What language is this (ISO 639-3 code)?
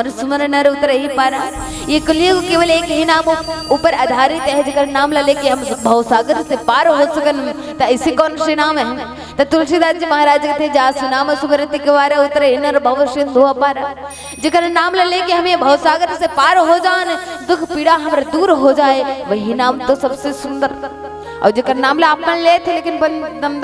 hne